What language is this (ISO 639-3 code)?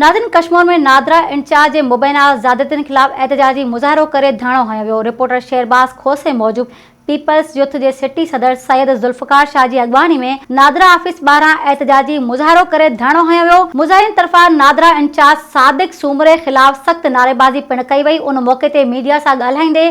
snd